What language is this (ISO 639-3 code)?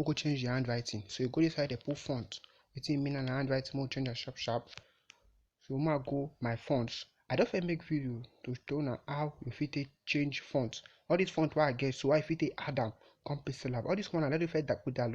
pcm